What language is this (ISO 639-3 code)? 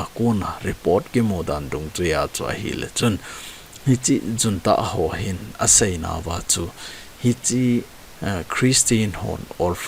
tcz